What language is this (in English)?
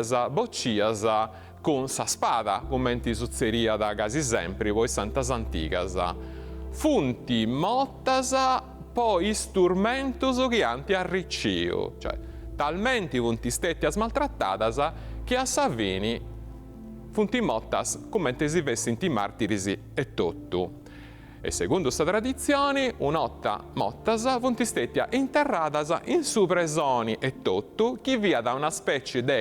Sardinian